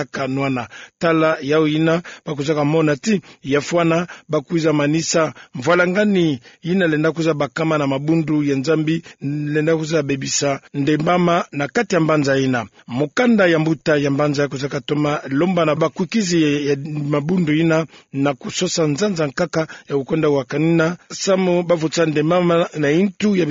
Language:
Kituba (Democratic Republic of Congo)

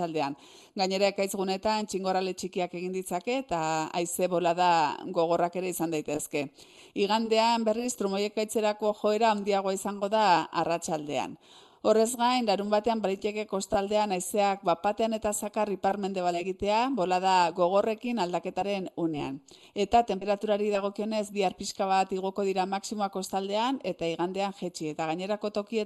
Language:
Basque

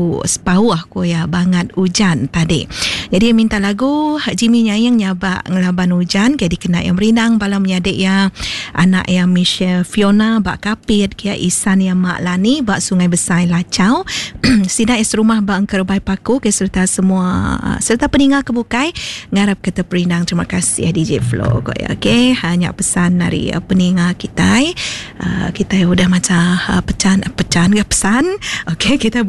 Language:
Iban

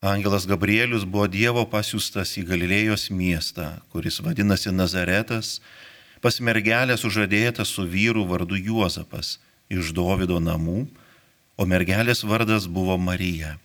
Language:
Lithuanian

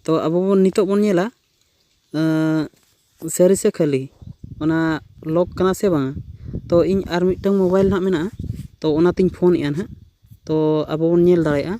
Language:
Santali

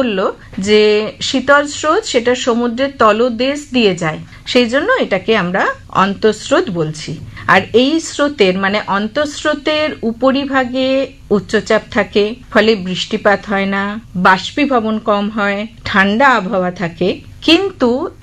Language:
Bangla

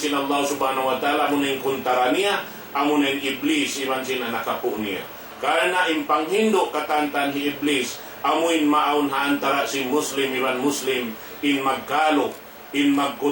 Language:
Tausug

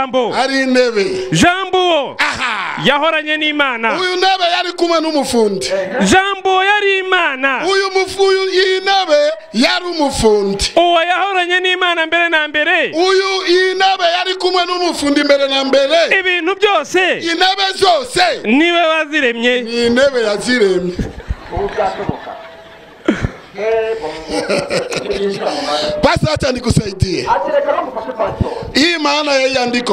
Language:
Kinyarwanda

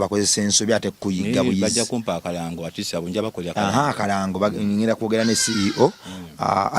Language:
Ganda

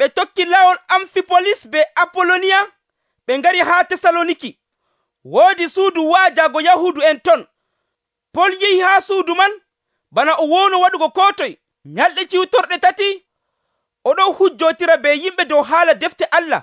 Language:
Nigerian Fulfulde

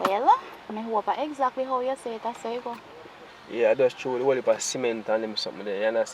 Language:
Jamaican Creole English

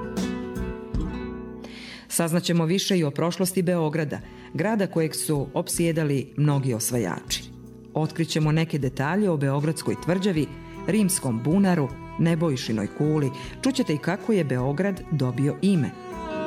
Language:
Serbian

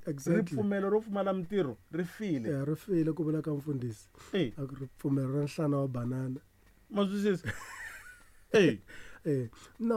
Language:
Tsonga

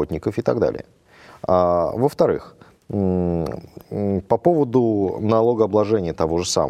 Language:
Russian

